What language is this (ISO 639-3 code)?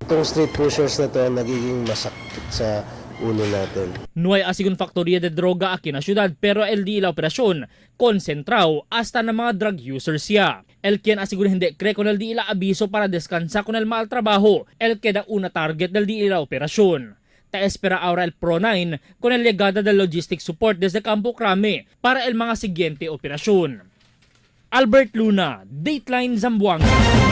cbk